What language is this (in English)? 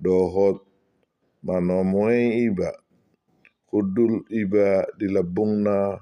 Batak Toba